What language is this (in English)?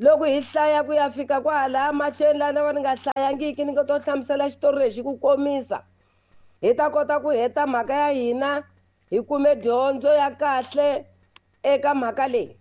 Tsonga